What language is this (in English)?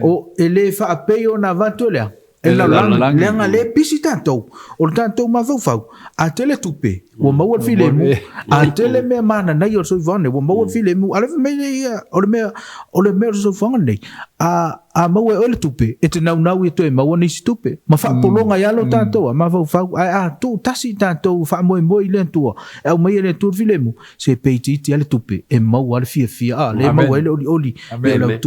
Samoan